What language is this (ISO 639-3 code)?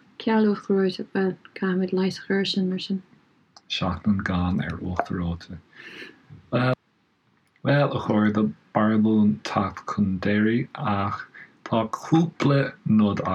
gle